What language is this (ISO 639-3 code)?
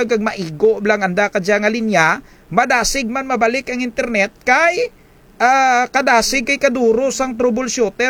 krj